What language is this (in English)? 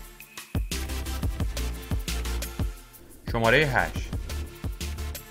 Persian